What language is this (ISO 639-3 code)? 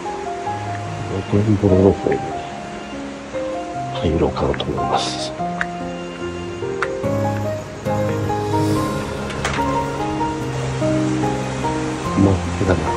jpn